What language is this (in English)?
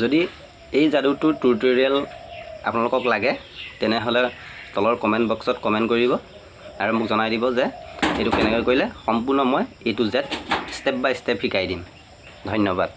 Assamese